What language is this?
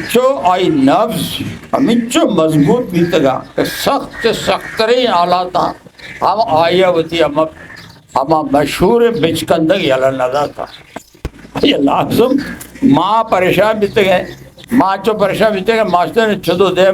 Eastern Balochi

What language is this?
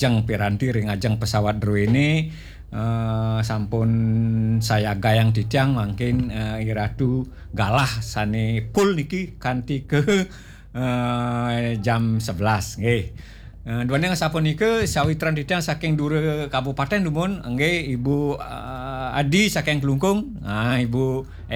Balinese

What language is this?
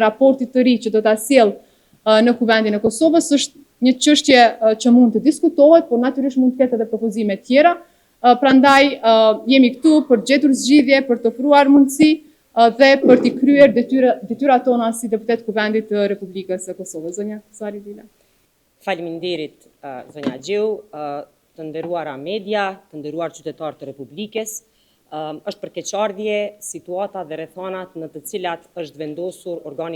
Albanian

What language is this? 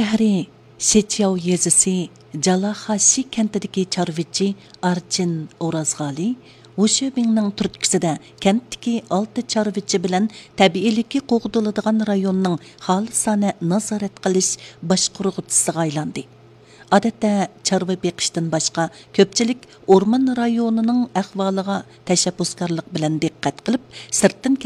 Uyghur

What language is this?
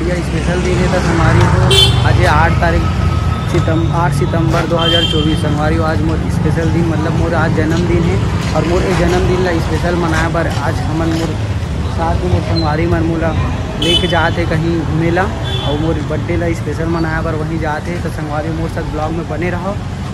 Chhattisgarhi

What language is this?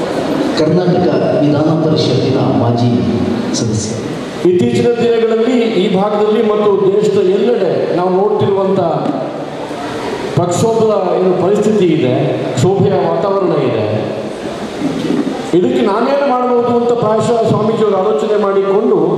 Kannada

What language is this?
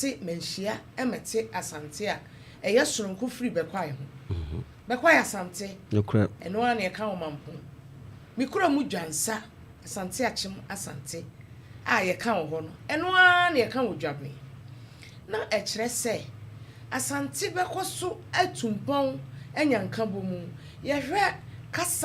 Akan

